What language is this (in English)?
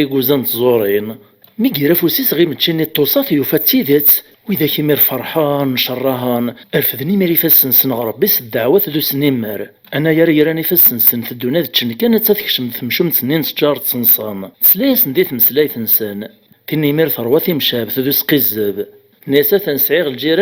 Kabyle